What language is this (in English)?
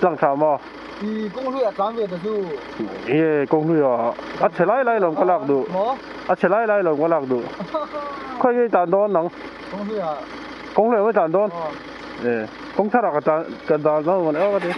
Mizo